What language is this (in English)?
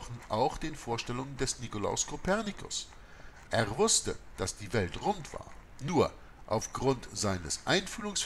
German